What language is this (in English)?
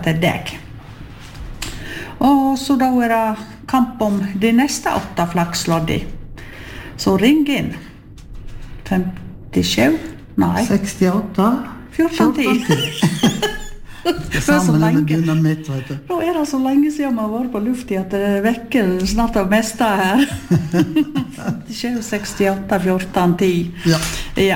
Norwegian